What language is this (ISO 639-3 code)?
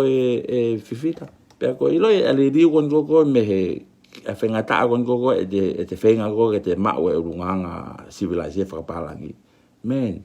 ton